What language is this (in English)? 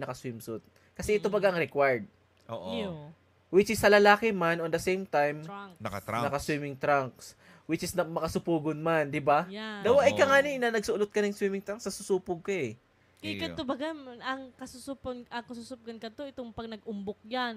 Bikol